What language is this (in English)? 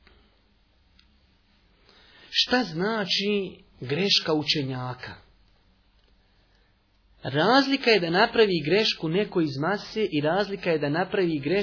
Bosnian